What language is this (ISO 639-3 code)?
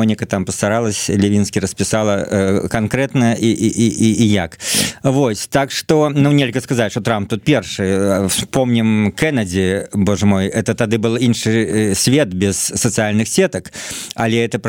bel